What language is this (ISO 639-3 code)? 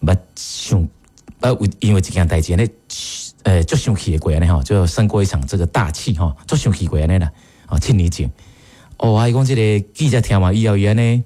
nan